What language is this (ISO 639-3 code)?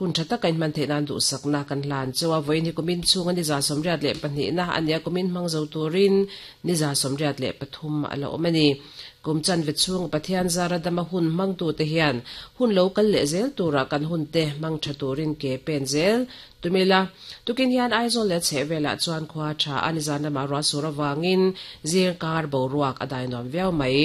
lus